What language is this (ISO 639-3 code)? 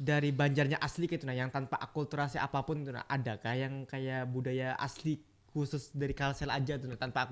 bjn